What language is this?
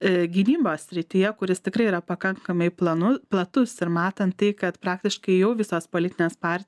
Lithuanian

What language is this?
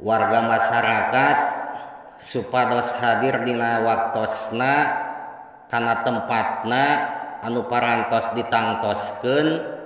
Sundanese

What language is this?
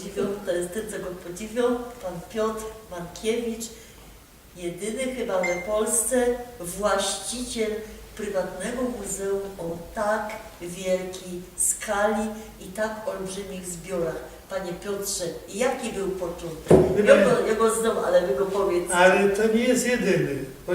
Silesian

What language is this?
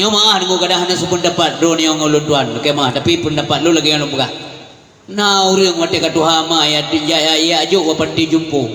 Achinese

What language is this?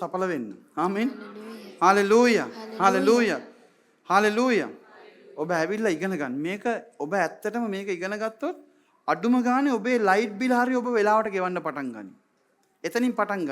Sinhala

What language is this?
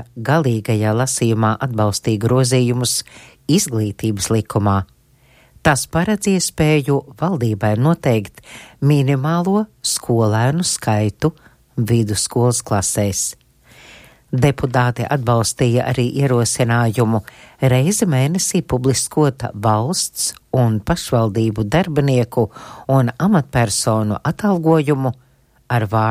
Latvian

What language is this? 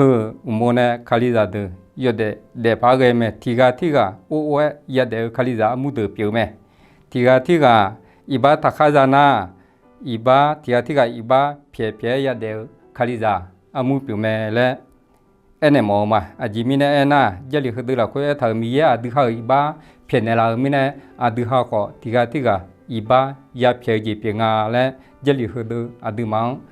Akha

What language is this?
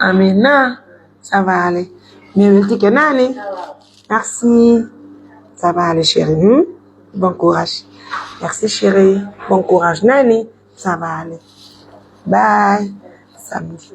Pular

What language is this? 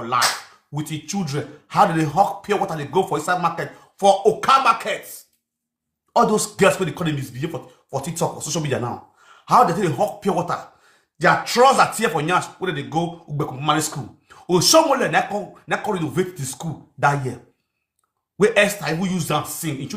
Nigerian Pidgin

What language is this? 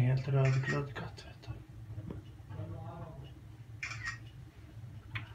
Swedish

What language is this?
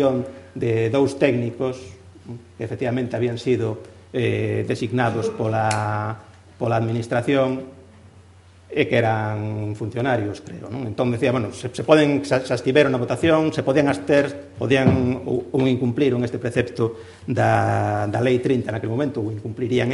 Galician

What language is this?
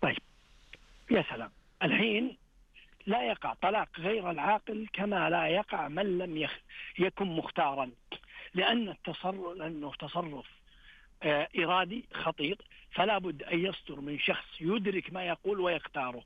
Najdi Arabic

